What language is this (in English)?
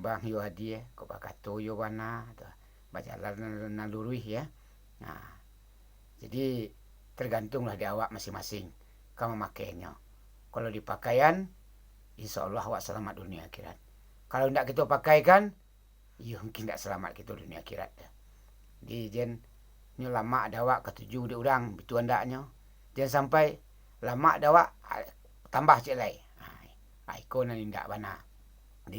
Minangkabau